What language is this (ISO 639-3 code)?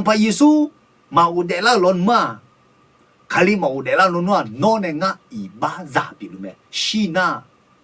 ahk